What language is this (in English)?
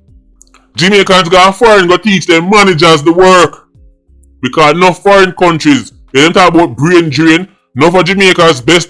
Jamaican Creole English